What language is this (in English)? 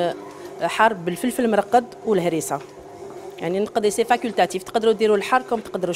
Algerian Arabic